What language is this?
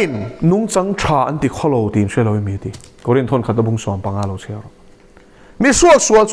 Mizo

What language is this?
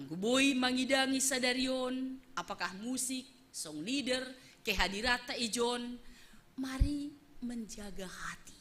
Batak Simalungun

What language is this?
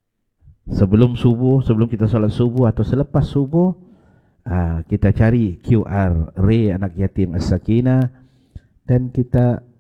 Malay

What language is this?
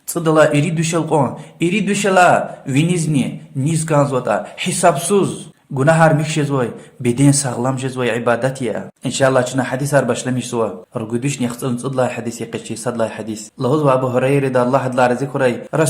Lezghian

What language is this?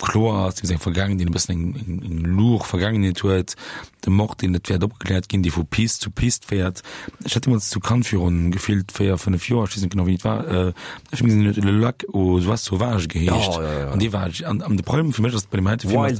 Luxembourgish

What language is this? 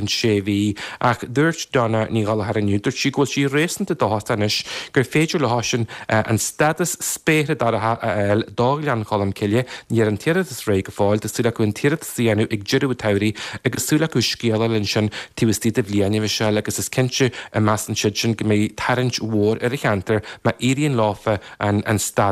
Irish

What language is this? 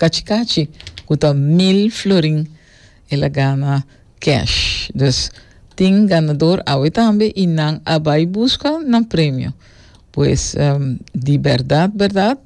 Papiamento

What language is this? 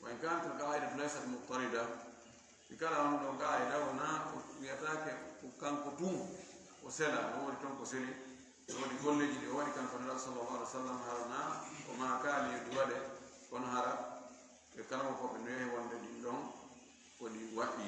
Fula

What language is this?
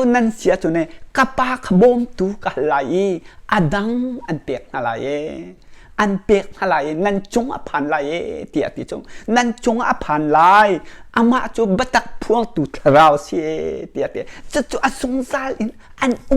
Hakha Chin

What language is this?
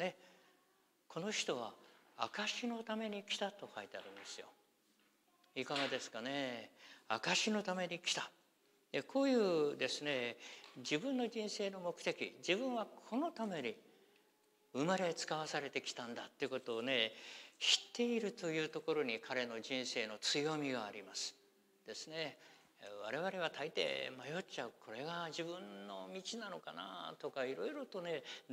Japanese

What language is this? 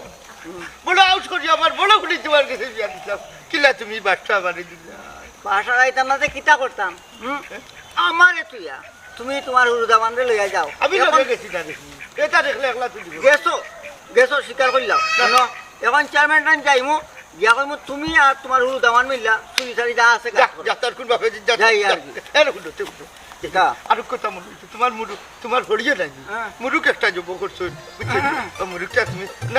Sylheti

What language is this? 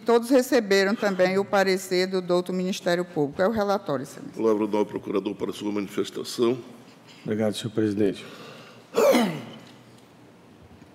Portuguese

